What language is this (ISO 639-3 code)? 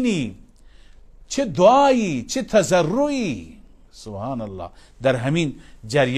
fas